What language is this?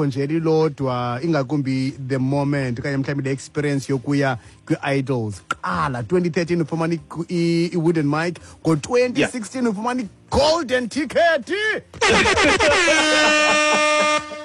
Xhosa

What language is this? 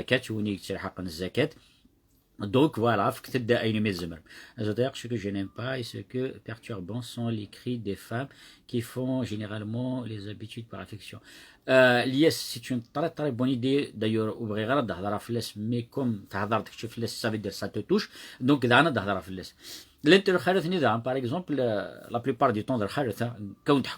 Kabyle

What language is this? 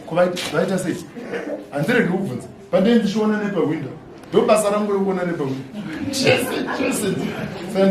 Shona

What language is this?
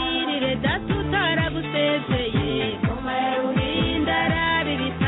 Kinyarwanda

